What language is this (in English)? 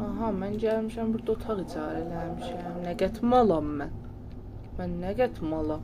South Azerbaijani